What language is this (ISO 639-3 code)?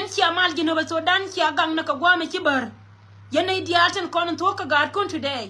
nus